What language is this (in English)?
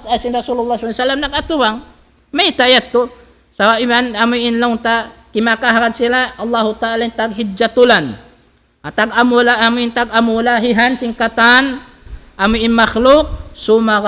Tausug